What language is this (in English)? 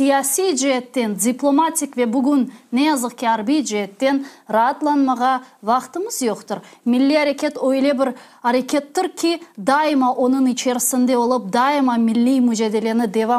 Crimean Tatar